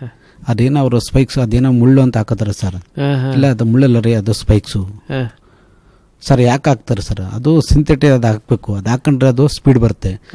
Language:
Kannada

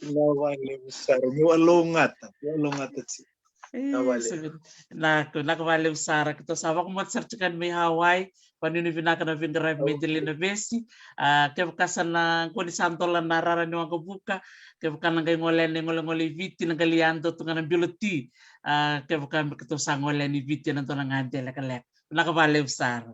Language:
Fijian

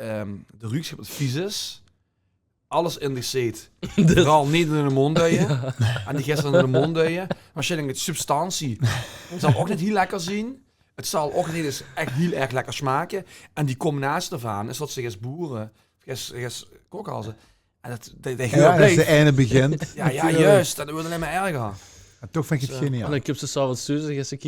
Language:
Limburgish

